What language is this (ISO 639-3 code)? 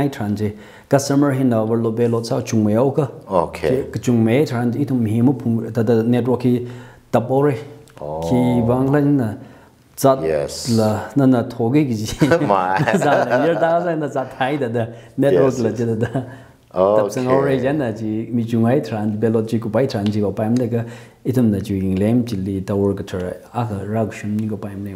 nmf